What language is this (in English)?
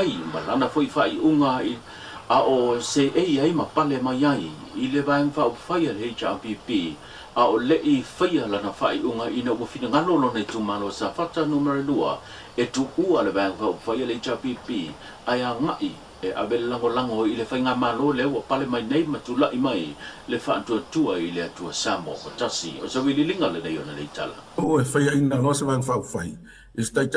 Samoan